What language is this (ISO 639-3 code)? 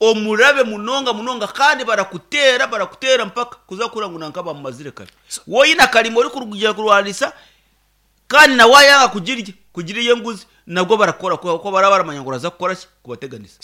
nyn